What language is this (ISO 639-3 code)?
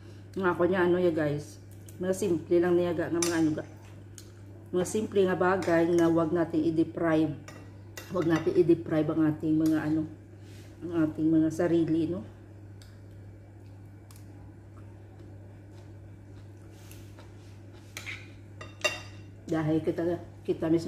fil